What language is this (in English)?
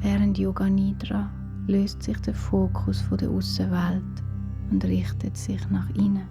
Swiss German